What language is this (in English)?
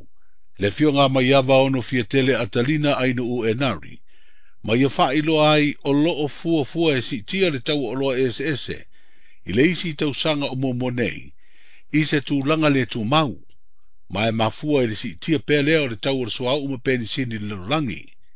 Samoan